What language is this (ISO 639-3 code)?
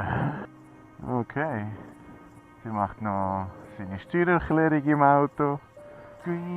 gsw